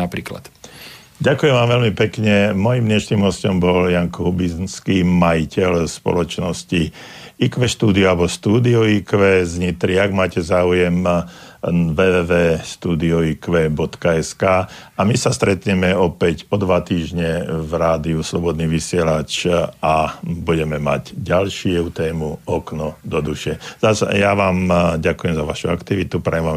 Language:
Slovak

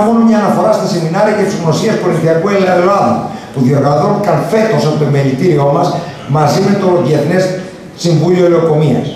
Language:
Greek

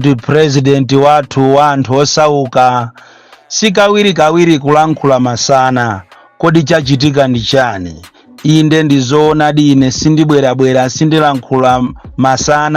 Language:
Nyanja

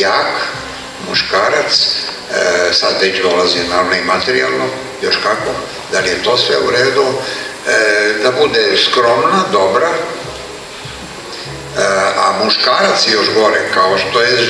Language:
Serbian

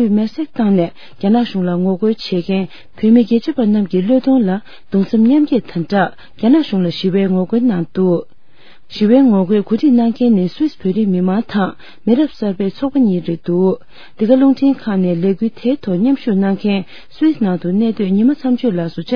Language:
Tibetan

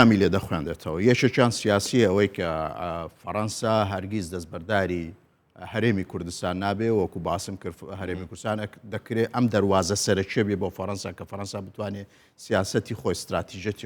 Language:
Central Kurdish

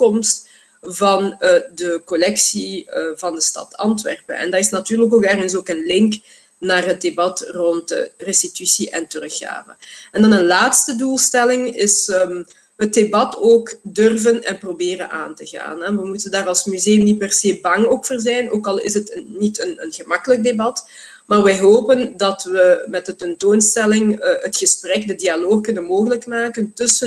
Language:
Dutch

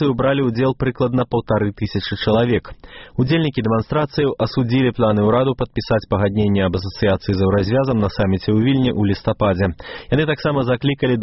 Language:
Belarusian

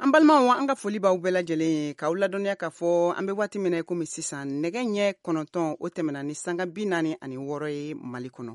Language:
Bambara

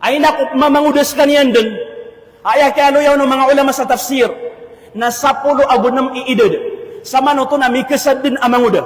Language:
Maranao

